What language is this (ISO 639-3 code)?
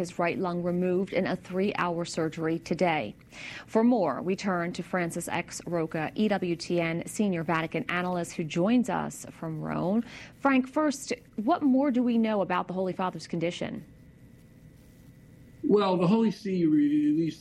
eng